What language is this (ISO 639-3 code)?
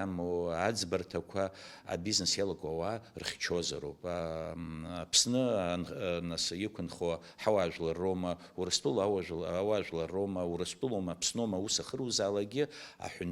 abk